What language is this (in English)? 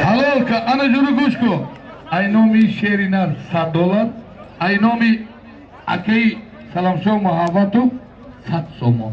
Tajik